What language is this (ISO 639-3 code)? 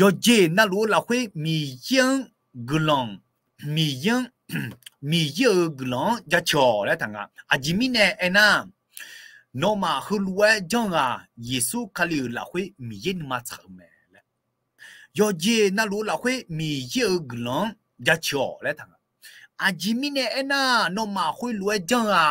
ahk